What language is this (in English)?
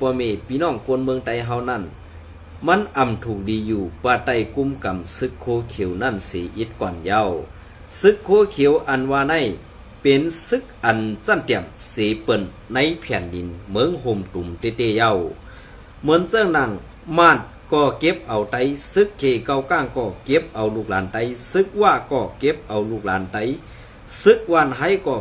Shan